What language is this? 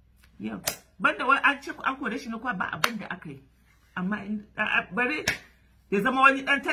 Hausa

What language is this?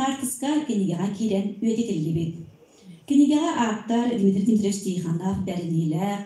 Yakut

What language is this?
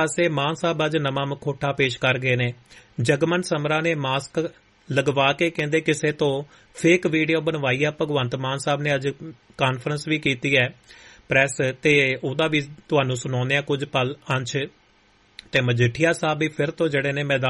Punjabi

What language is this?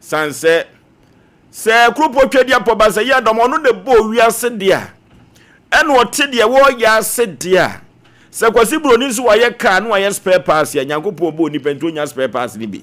Akan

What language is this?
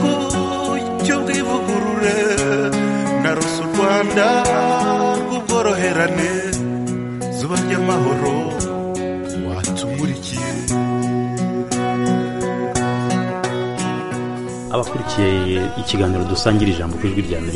Kinyarwanda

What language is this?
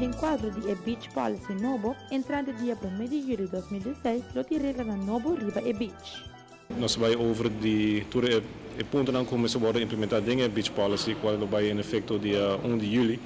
Papiamento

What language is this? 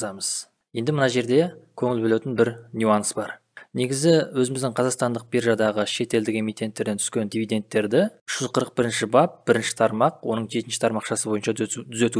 Kazakh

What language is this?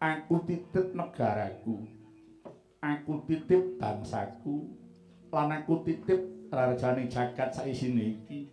Javanese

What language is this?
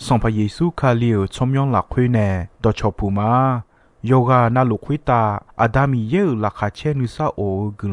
Akha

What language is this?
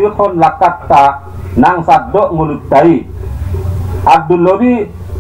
Batak Toba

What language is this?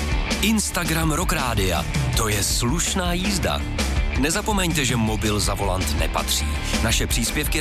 Czech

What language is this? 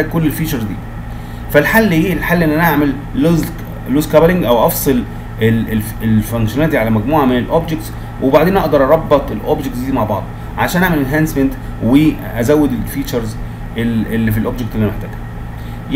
Egyptian Arabic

